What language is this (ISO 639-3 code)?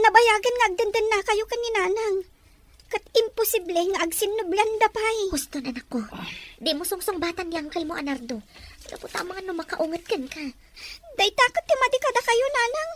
ilo